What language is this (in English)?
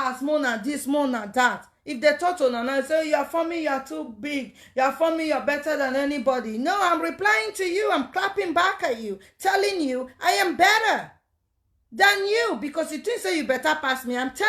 Nigerian Pidgin